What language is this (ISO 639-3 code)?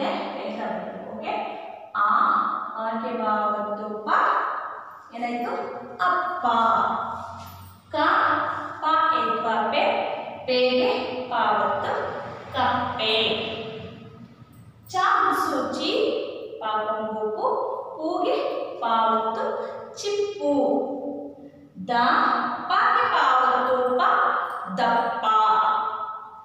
kan